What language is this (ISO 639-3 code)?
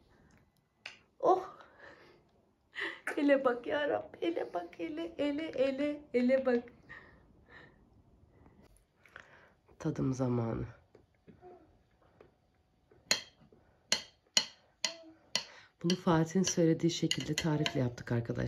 tur